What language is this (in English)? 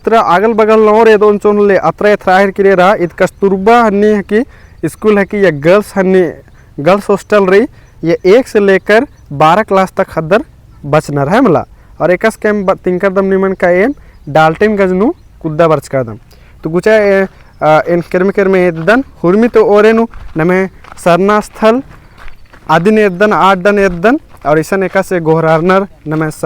Kurukh